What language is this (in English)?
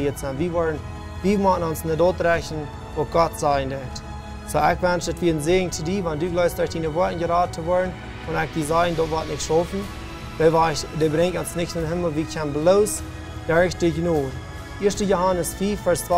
Plautdietsch